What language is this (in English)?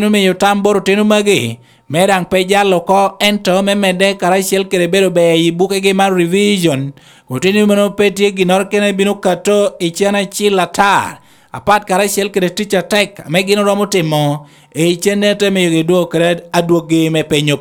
Lango (Uganda)